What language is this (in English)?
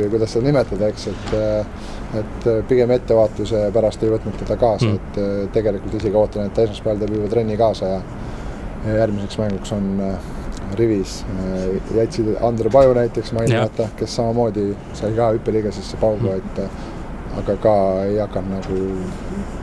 Estonian